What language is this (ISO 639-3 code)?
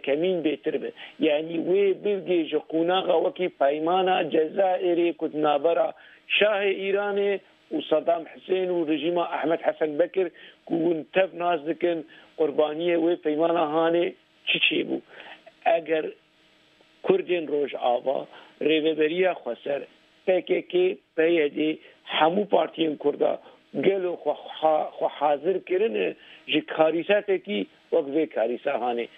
kur